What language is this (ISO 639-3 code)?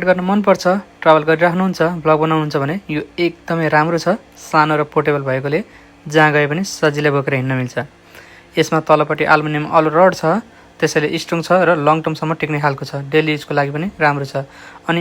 nep